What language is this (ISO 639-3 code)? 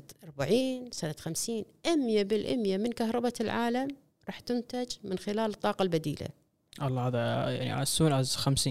afb